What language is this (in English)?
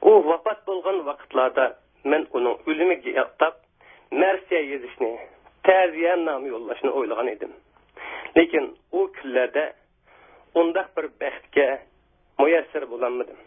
Uyghur